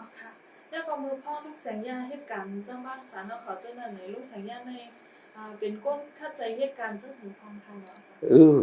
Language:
Shan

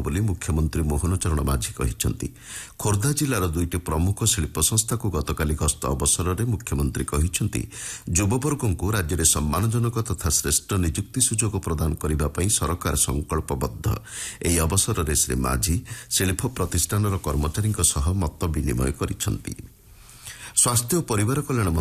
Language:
Odia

